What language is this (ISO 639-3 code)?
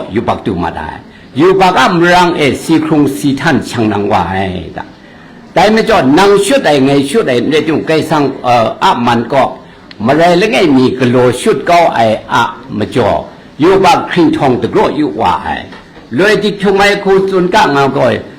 kac